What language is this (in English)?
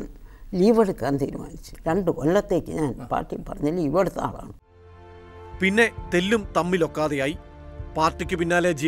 Malayalam